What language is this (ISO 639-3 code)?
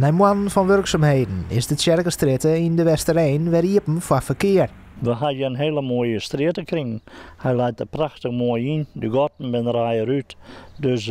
fry